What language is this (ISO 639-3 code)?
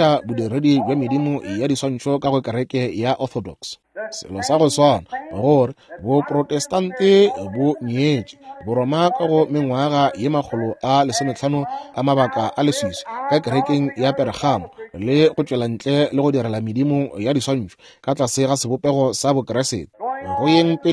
nso